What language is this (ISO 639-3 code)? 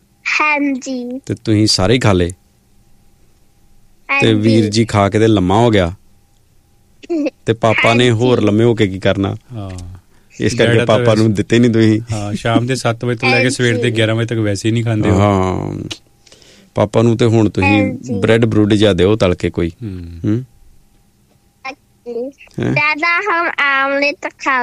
pan